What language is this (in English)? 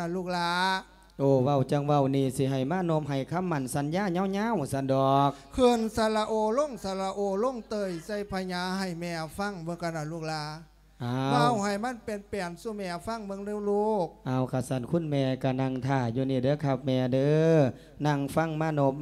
Lao